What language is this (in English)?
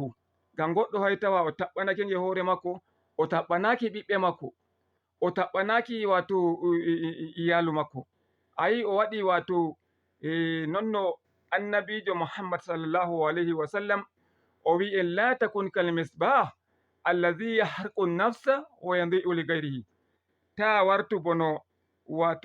Fula